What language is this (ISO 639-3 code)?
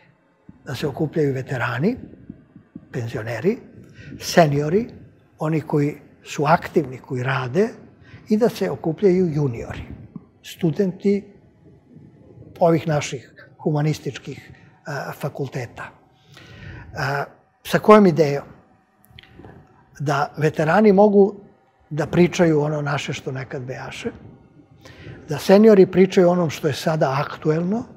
srp